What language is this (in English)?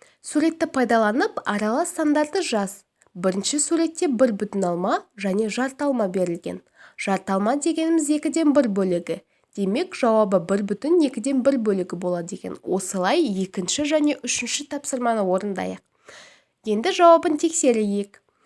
Kazakh